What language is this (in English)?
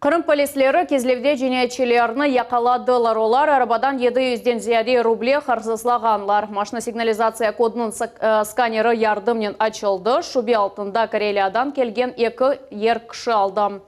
Crimean Tatar